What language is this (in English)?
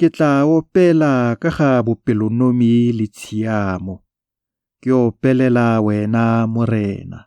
Tswana